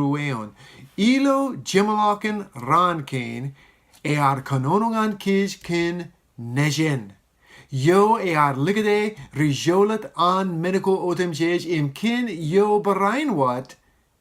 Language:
Marshallese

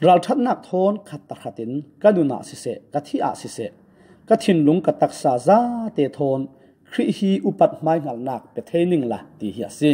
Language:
Falam Chin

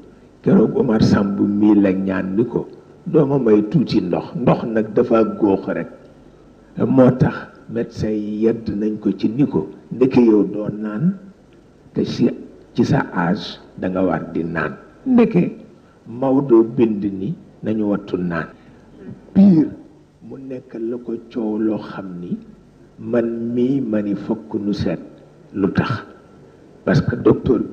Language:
Wolof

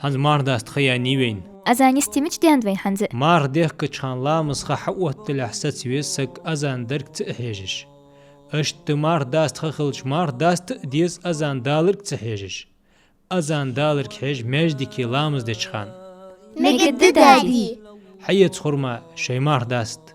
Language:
Ingush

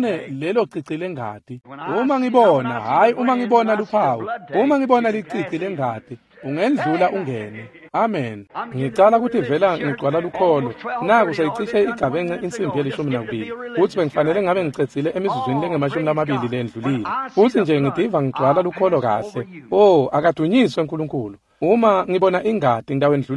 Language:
Swati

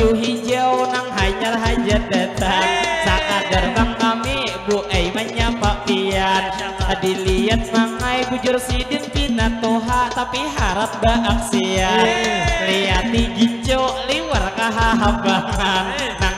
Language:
Banjar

